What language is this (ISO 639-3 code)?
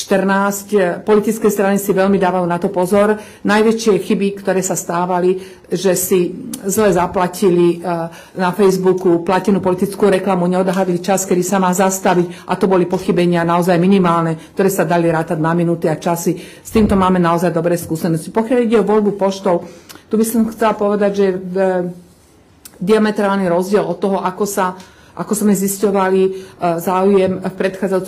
slk